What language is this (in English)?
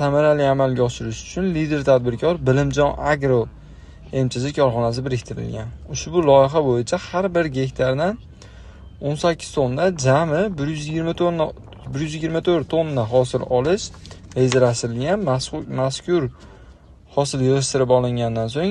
Uzbek